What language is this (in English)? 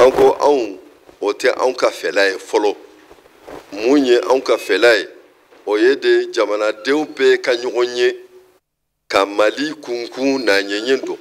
Bambara